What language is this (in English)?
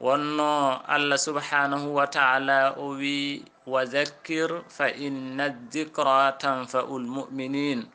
Fula